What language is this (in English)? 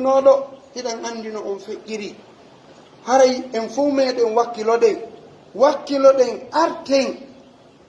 Pular